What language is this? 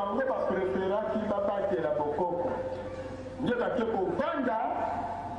Lingala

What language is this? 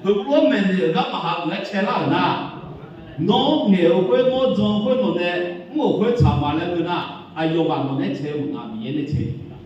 Akha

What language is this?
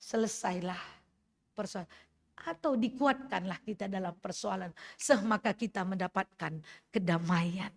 Batak Karo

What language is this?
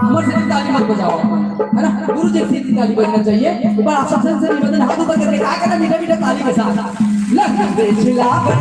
Chhattisgarhi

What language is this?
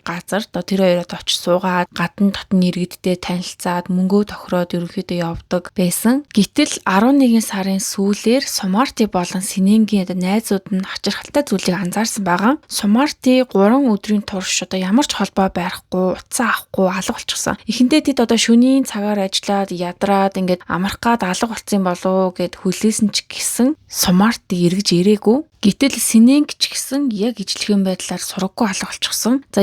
Mongolian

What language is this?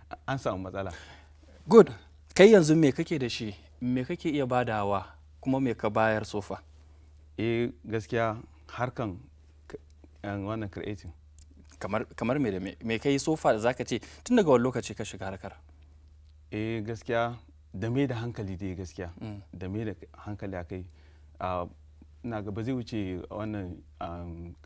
Hausa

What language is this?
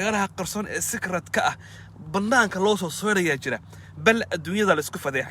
Somali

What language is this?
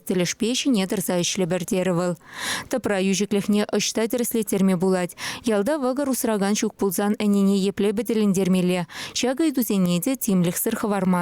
Chuvash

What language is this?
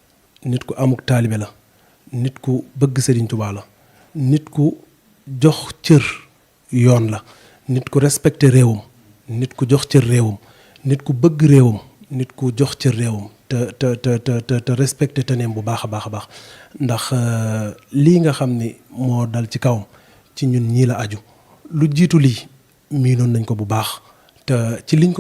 Wolof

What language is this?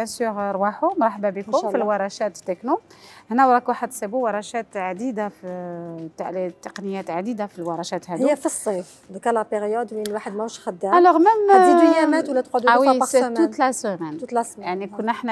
Algerian Arabic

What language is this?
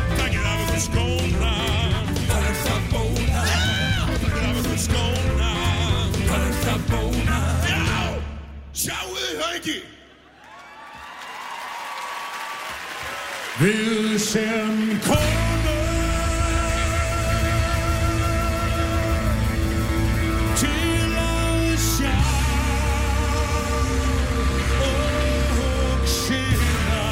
Icelandic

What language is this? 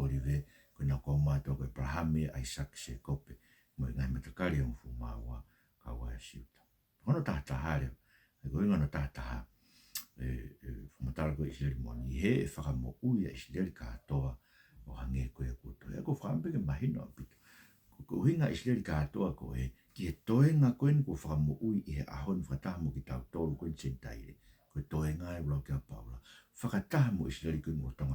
Tongan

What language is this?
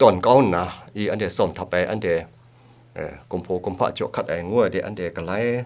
Kachin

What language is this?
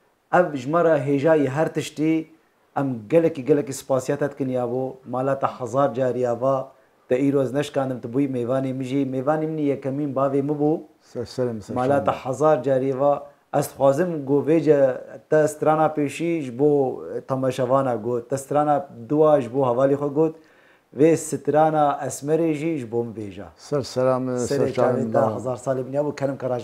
Kurdish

